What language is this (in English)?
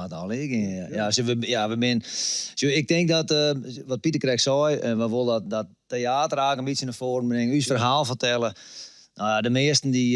Western Frisian